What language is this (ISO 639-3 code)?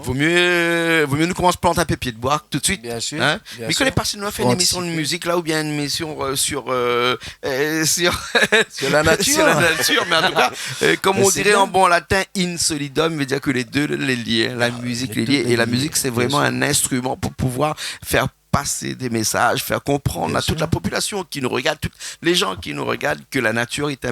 rcf